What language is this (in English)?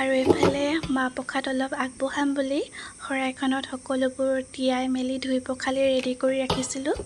Assamese